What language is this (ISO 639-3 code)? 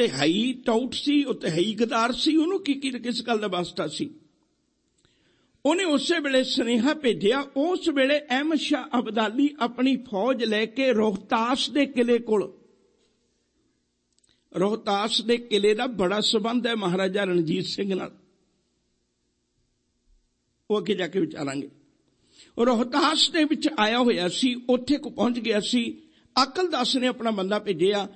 pan